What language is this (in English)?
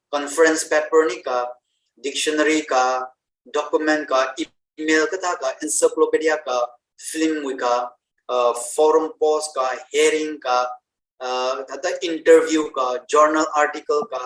Tangkhul Naga (India)